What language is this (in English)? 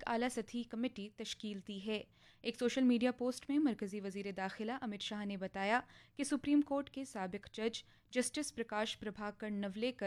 Urdu